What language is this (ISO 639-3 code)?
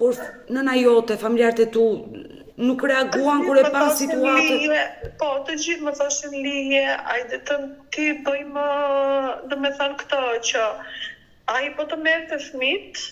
sqi